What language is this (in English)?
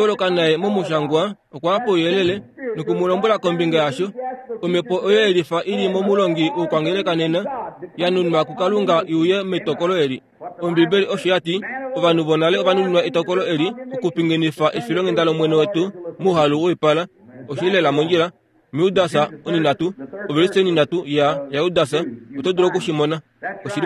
Kuanyama